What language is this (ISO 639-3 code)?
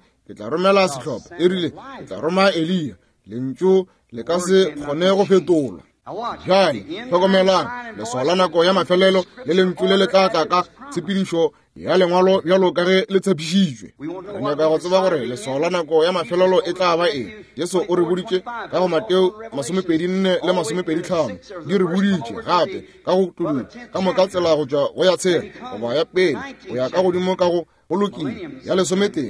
nso